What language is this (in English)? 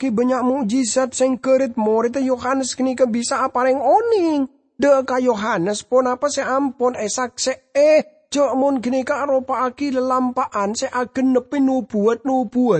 Madurese